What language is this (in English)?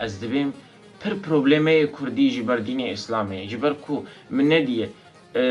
Kurdish